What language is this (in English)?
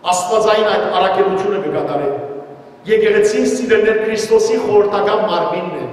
Western Armenian